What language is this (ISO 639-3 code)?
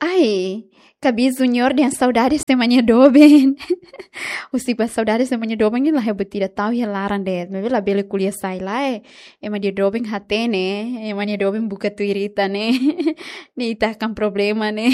tet